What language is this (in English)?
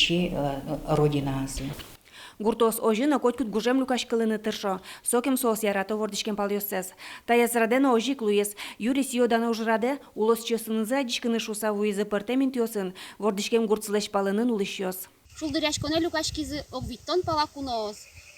Udmurt